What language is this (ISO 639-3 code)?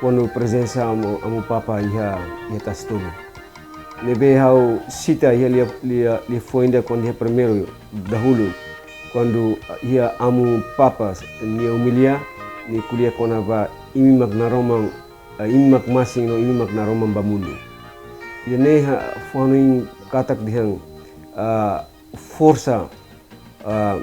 tet